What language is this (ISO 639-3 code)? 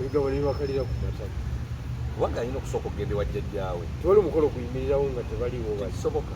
lug